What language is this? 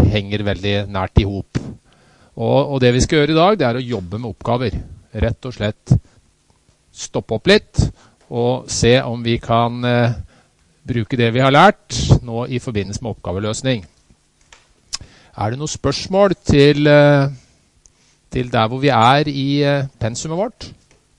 Norwegian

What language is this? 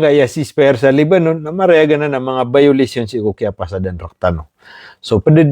Maranao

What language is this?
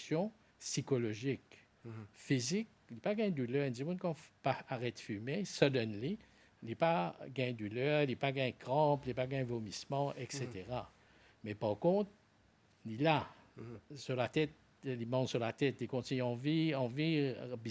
Morisyen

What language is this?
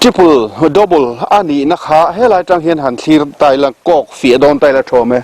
Mizo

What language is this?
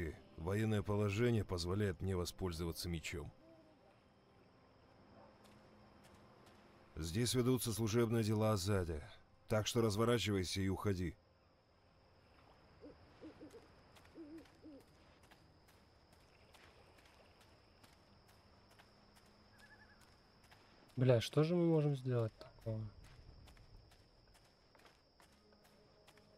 Russian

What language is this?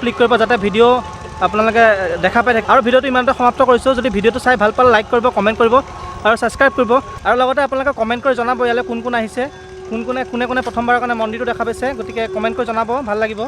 Assamese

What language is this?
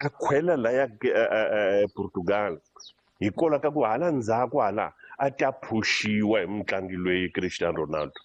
Tsonga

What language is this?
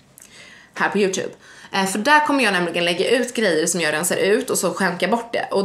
Swedish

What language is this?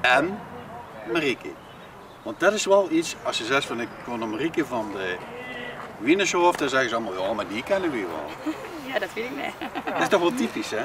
Limburgish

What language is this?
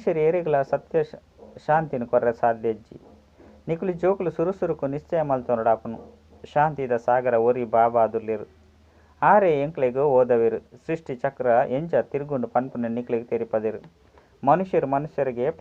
Tulu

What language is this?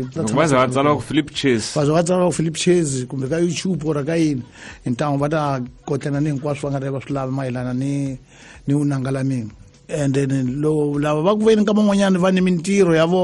Tsonga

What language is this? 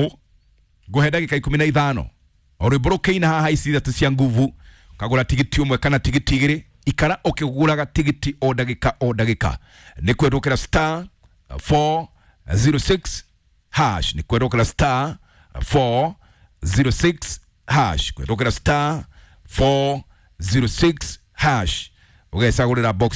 Kikuyu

